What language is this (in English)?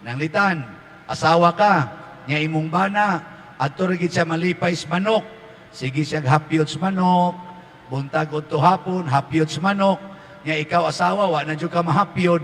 Cebuano